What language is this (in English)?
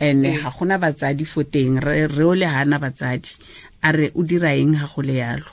Tswana